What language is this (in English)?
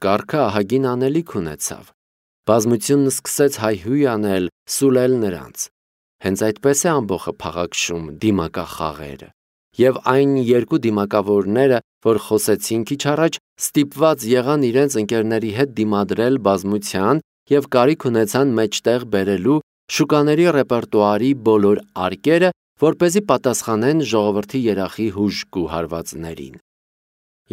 Armenian